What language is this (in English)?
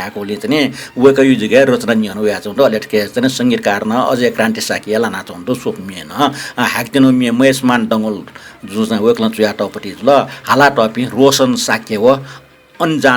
Newari